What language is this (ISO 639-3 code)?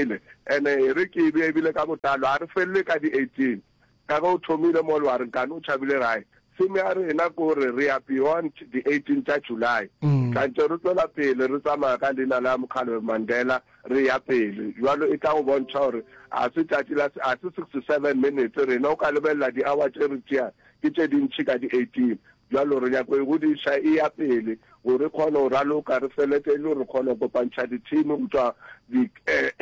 nso